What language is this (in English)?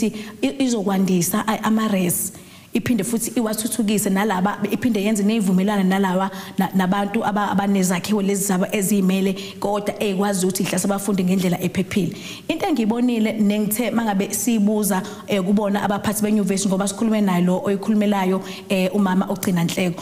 Zulu